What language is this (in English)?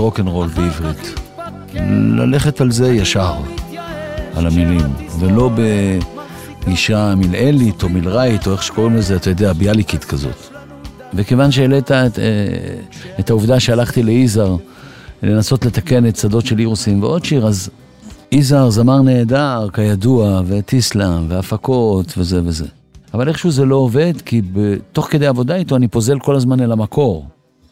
Hebrew